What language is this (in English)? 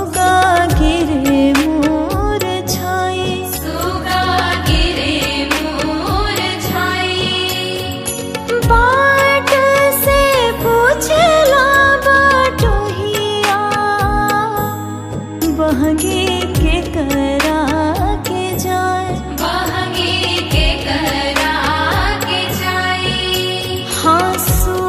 Bhojpuri